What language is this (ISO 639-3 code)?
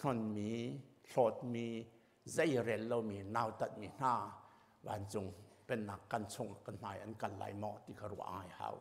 cnh